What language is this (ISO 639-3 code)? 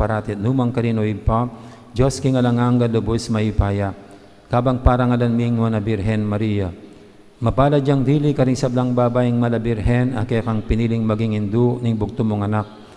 pam